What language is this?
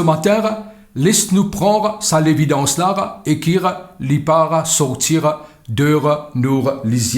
Morisyen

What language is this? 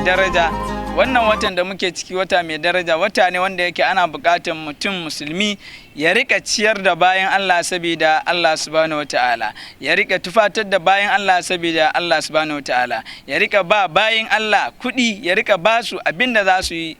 Hausa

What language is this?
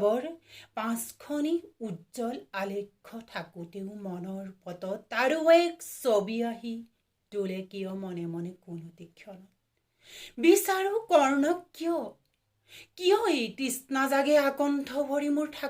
Assamese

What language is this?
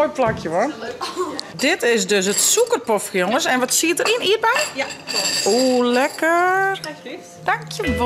Western Frisian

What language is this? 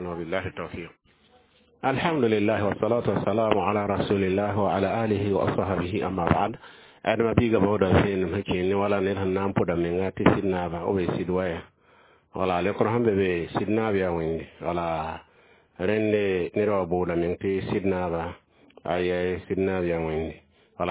Mossi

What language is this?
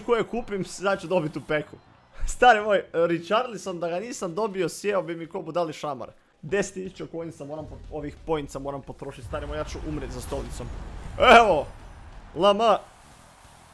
Croatian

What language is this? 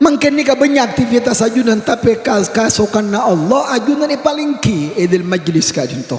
Madurese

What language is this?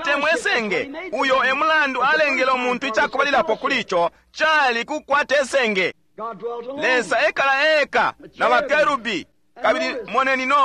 Bemba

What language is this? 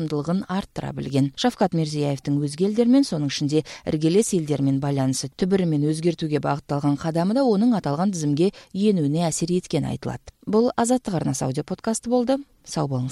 Kyrgyz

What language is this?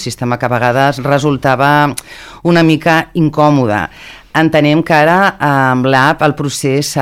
Catalan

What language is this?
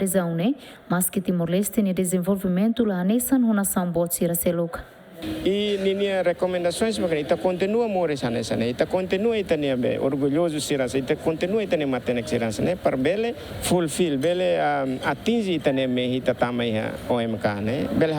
Tetum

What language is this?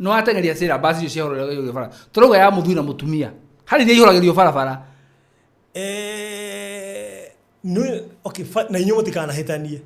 Kikuyu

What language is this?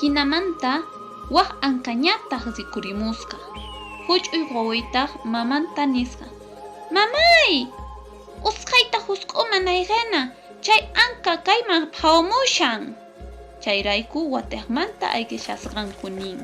Quechua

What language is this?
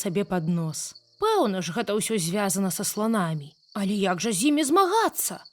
Belarusian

